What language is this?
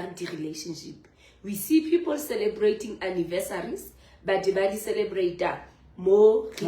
Southern Sotho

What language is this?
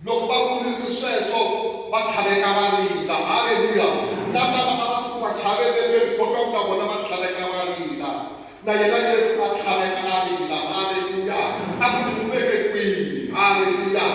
Tsonga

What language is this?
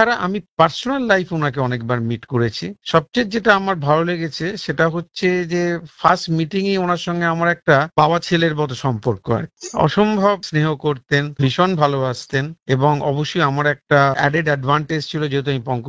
Bangla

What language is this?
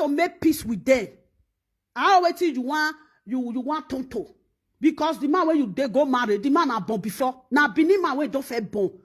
Nigerian Pidgin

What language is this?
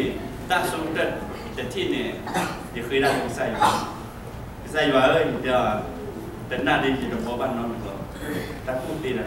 S'gaw Karen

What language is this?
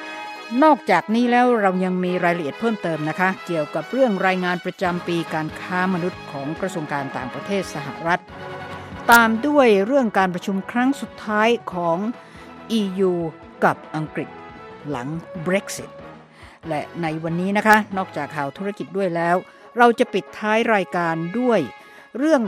Thai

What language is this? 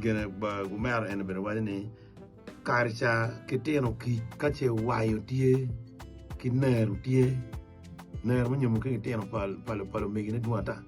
Acoli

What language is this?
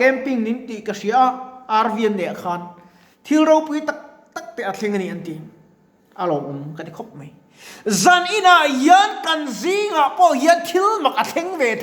Mizo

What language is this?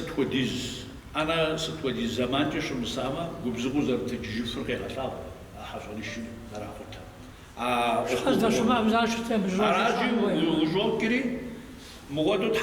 Kabardian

